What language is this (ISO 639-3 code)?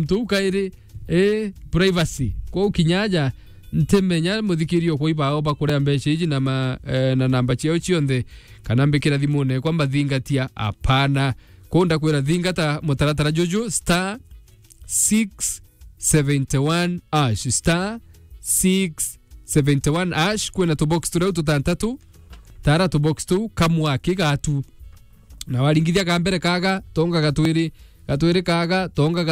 mer